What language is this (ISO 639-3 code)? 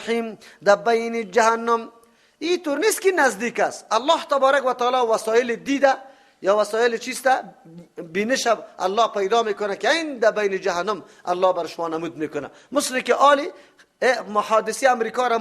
fas